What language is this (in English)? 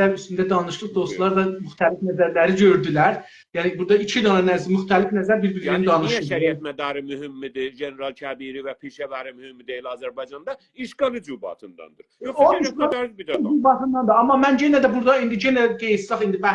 South Azerbaijani